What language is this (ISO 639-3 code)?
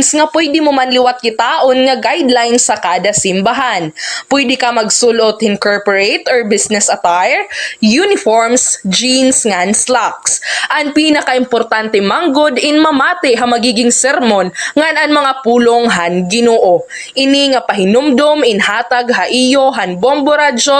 war